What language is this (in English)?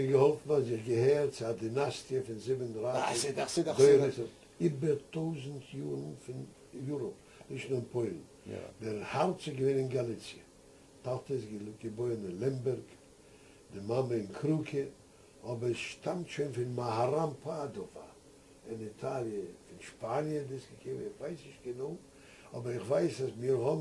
Yiddish